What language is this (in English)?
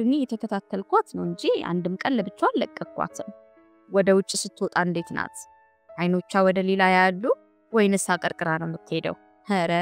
Amharic